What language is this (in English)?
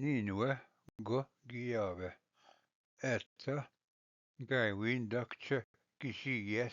Ojibwa